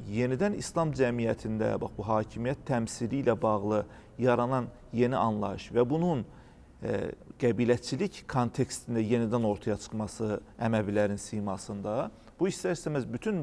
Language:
Azerbaijani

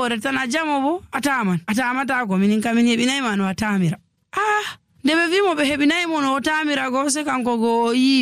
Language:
Nigerian Fulfulde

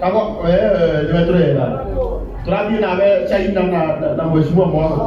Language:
Kikuyu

